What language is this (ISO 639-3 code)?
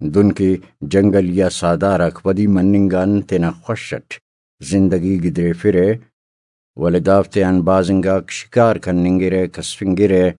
brh